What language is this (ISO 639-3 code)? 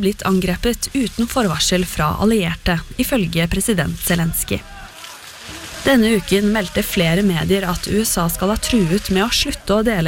nor